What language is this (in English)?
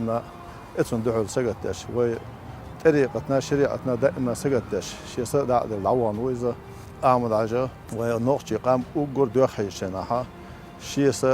Chechen